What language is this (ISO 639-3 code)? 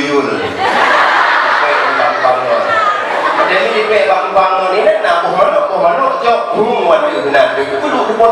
ace